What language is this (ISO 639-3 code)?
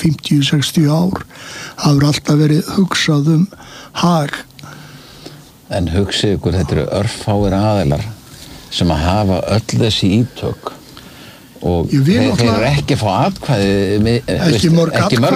isl